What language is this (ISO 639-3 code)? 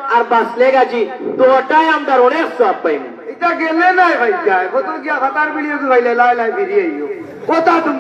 syl